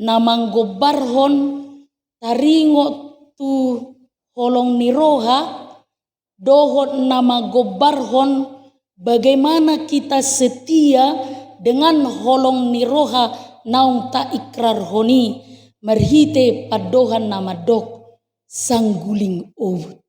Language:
Batak Toba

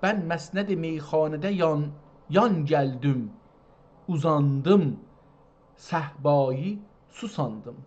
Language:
South Azerbaijani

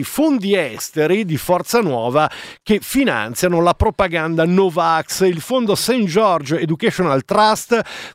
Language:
Italian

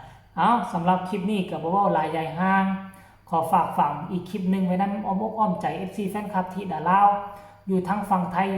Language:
Northeastern Thai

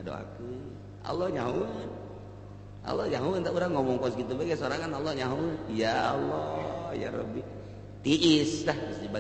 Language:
Sundanese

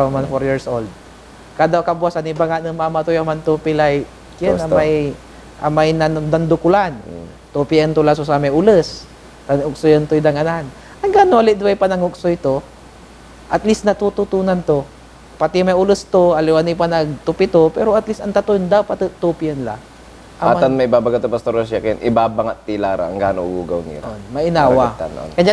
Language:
Pangasinan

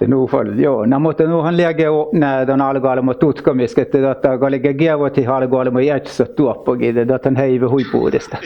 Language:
Northern Sami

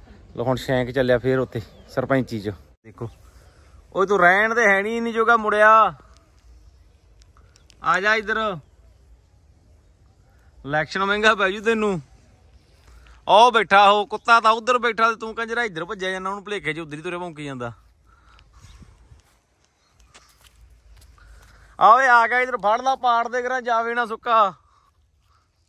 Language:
Punjabi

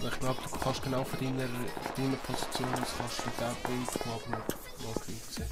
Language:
Swiss German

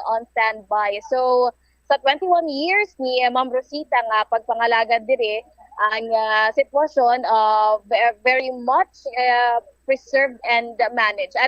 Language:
Hiligaynon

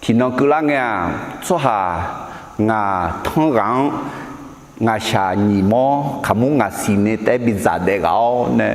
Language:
Akha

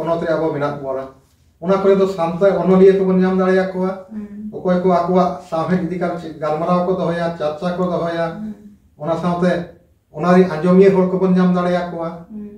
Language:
Santali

